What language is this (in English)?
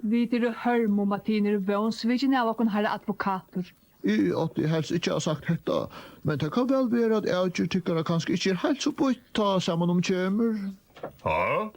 Faroese